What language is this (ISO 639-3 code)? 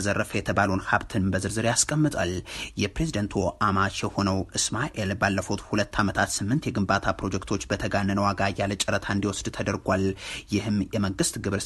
amh